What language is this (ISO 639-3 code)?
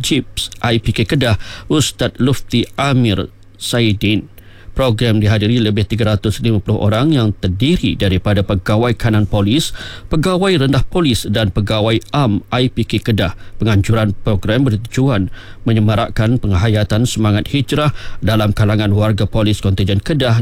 msa